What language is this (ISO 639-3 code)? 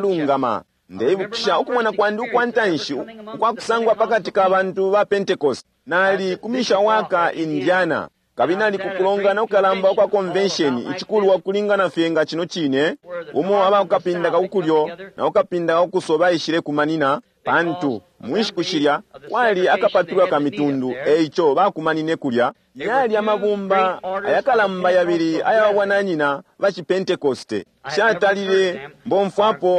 bem